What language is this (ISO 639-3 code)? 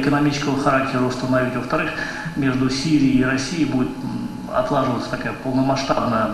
crh